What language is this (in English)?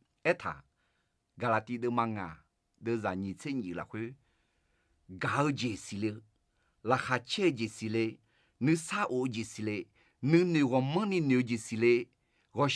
Akha